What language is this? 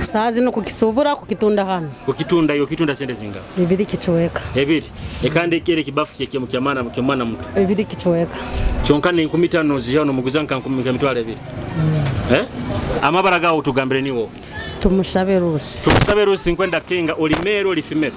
Nyoro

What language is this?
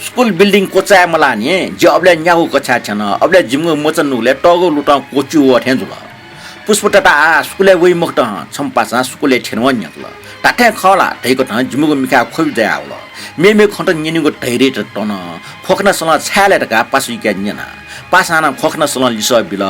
Newari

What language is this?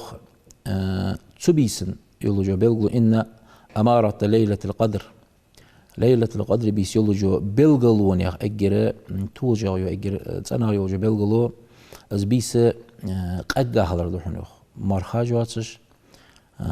Ingush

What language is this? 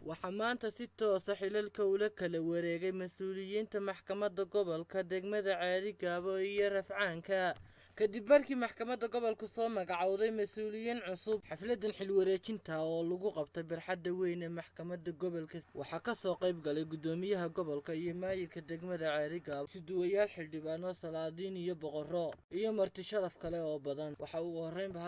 Somali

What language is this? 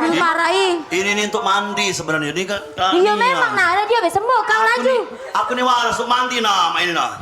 Musi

